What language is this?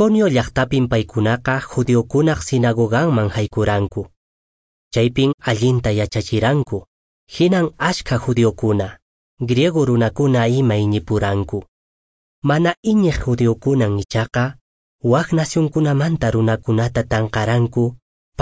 Quechua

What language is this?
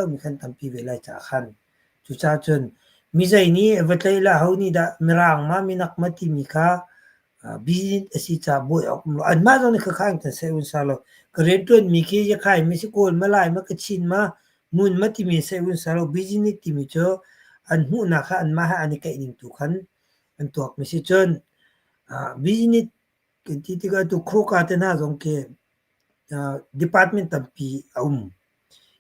Hakha Chin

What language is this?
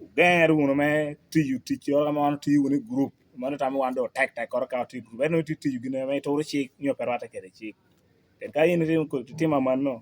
Lango (Uganda)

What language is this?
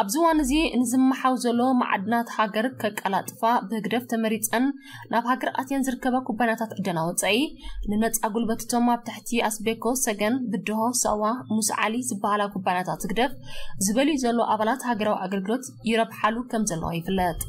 Tigrinya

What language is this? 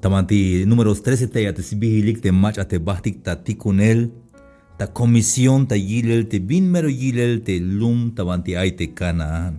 Tzeltal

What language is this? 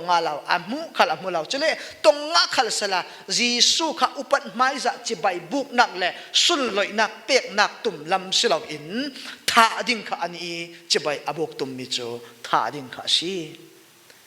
Falam Chin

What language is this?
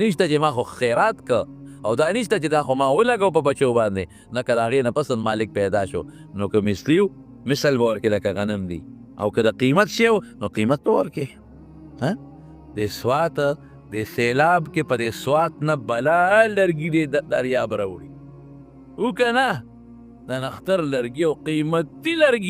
Pashto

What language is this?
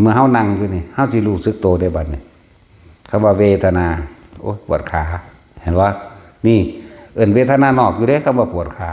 Northeastern Thai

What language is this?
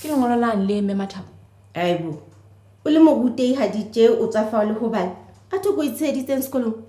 Southern Sotho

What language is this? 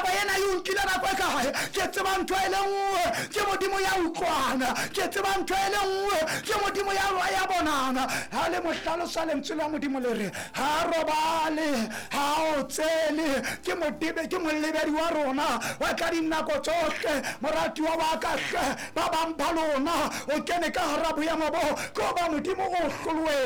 Southern Sotho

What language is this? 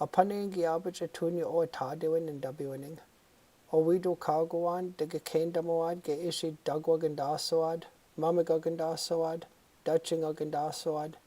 Chippewa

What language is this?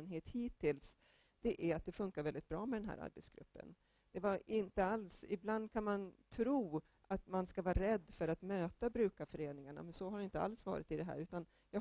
Swedish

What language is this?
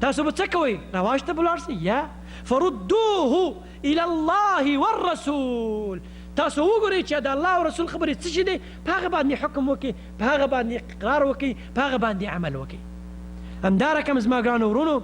Pashto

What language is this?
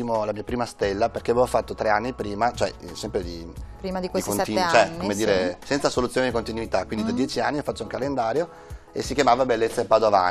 Italian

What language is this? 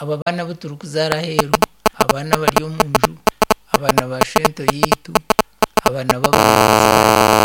Nyankole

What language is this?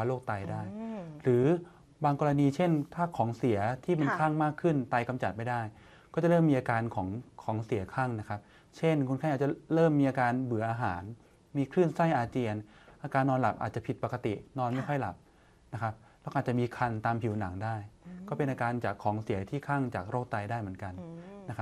Thai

